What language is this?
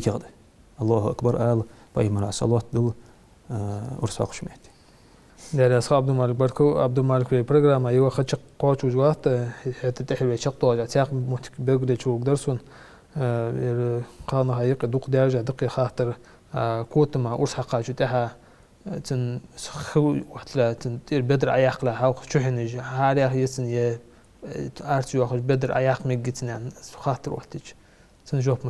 Ingush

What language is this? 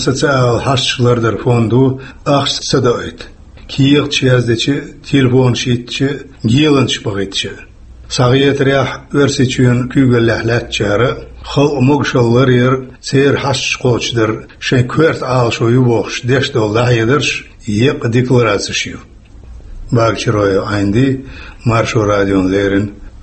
Chechen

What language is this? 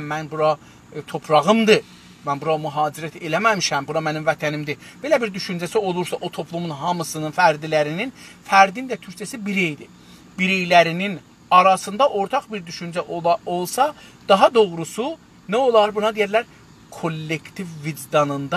South Azerbaijani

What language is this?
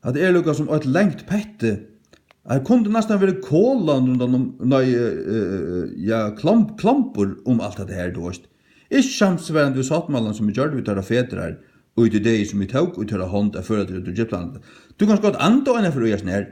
Faroese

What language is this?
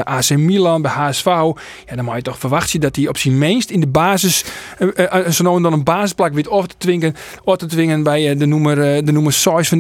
Western Frisian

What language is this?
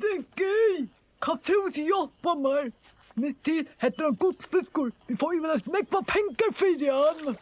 Faroese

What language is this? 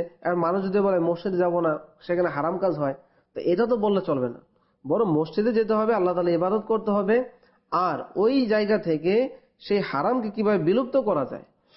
Bangla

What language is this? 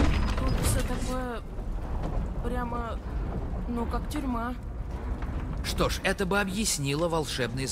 Russian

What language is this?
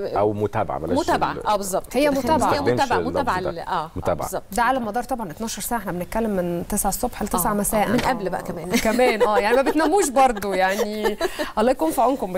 Egyptian Arabic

